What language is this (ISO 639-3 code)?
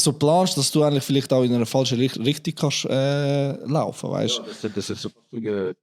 gsw